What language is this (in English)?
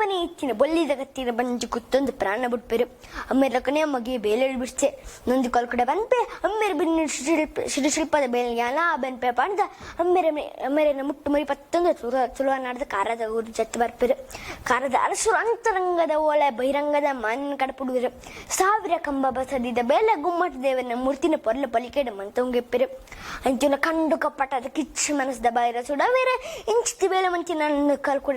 Tulu